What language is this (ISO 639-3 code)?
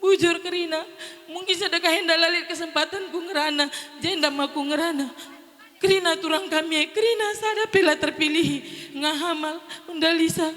btx